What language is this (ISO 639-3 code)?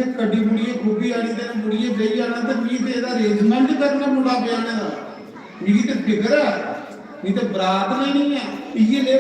doi